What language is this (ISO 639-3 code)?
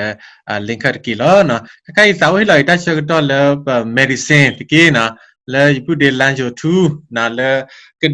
ksw